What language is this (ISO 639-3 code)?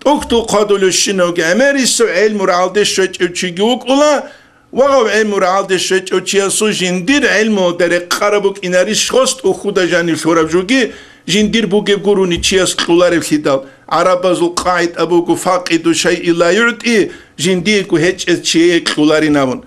ava